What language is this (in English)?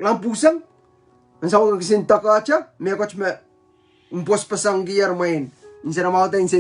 Pohnpeian